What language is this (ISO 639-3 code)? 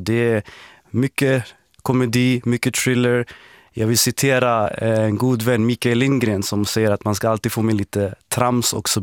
swe